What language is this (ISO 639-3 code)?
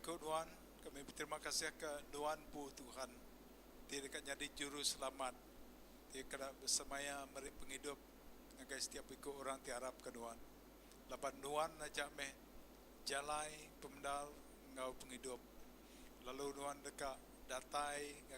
iba